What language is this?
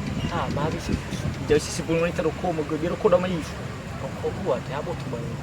Nias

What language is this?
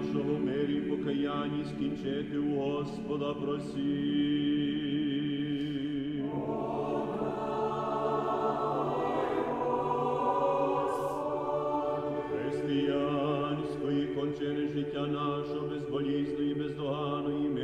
Ukrainian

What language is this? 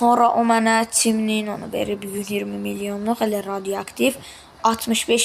Azerbaijani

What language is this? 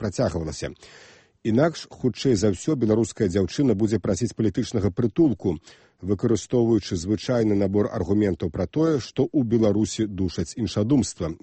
Belarusian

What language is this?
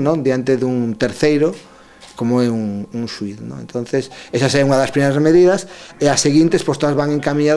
Galician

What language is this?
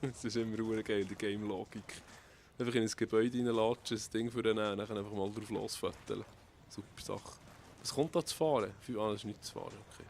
Swiss German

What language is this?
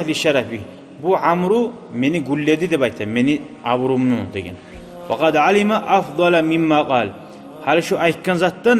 Kumyk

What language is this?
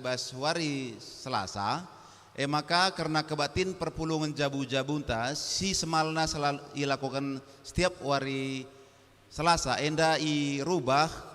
Batak Karo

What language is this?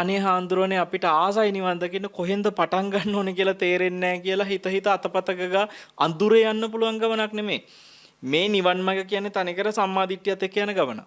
Sinhala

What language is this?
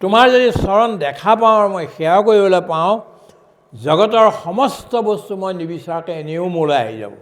Assamese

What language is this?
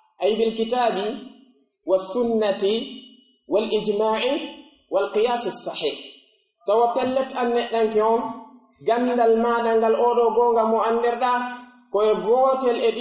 Pular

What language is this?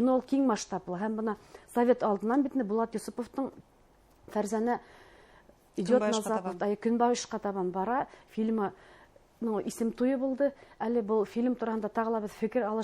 Bashkir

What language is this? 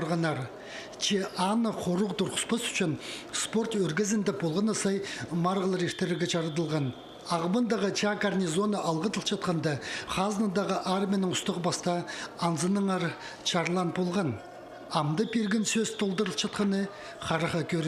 Khakas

